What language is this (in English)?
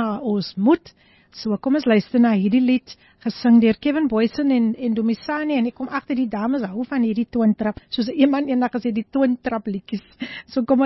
Afrikaans